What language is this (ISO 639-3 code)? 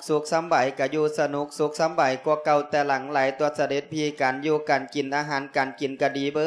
lao